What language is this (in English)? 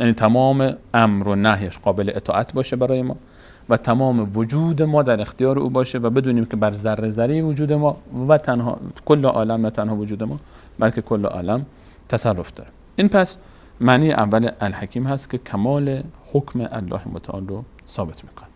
Persian